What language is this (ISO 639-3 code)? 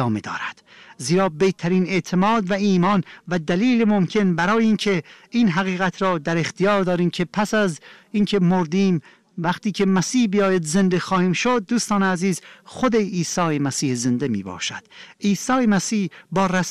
fas